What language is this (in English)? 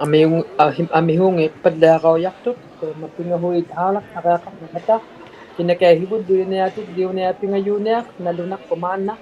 Inuktitut